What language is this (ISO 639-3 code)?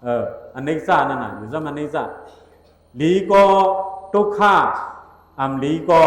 shn